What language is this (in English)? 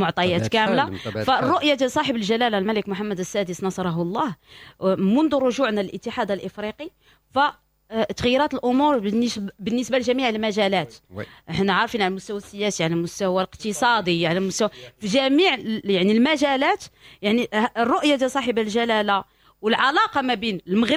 Moroccan Arabic